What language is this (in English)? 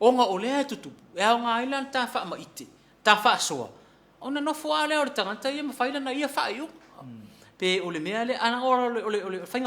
Samoan